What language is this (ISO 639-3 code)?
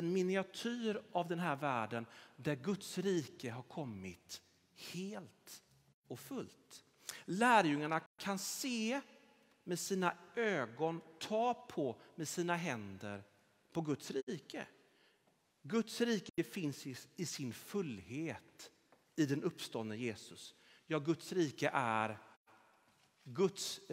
swe